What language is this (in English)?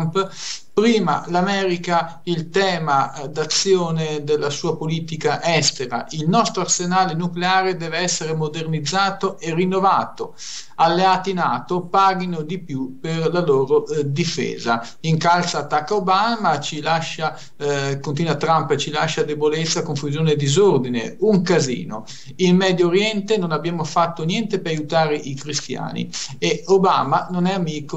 Italian